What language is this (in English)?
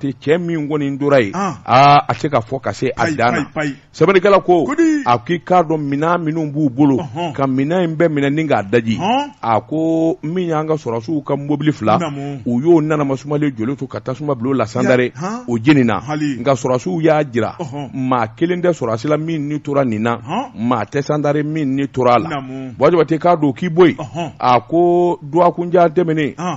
Bambara